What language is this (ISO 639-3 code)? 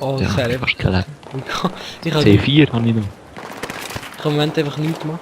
gsw